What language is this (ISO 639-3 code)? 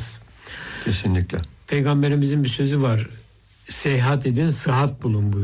tur